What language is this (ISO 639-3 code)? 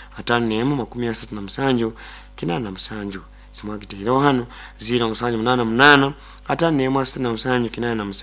nyo